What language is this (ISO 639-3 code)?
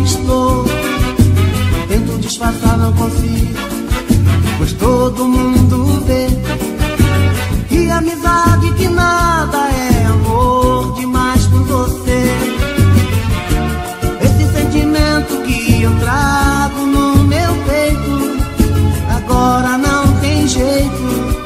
por